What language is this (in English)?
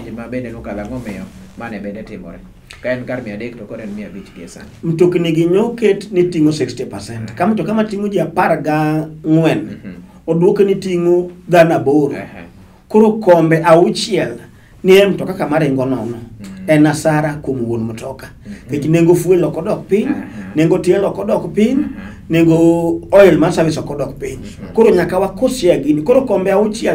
Luo (Kenya and Tanzania)